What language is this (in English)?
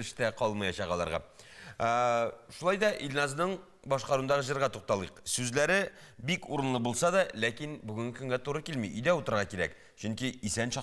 Tatar